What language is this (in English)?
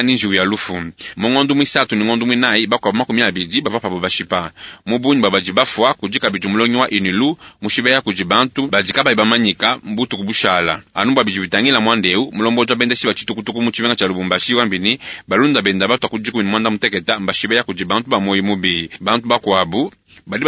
Luba-Lulua